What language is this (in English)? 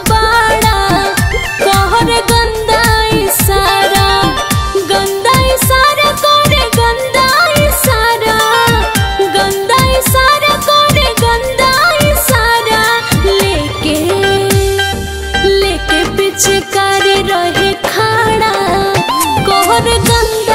Bhojpuri